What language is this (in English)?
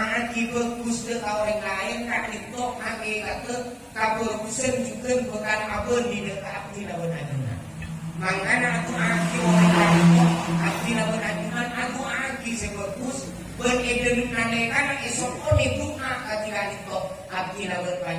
Madurese